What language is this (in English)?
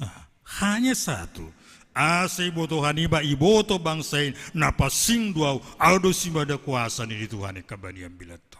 Batak Simalungun